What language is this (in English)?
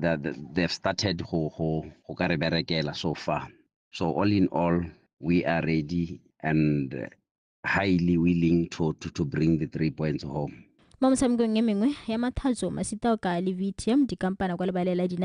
Tswana